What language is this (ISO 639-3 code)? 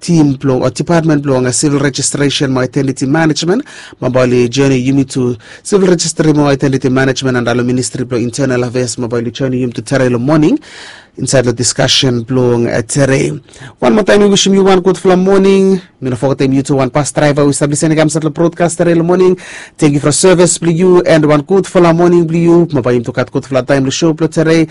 bis